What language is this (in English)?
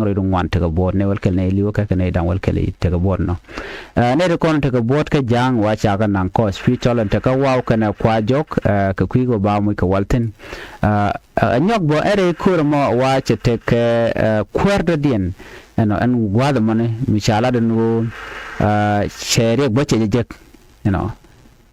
Nuer